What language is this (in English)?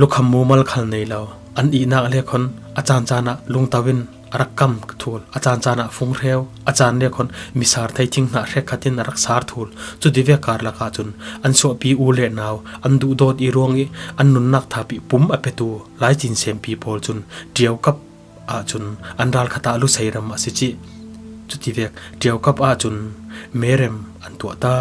Falam Chin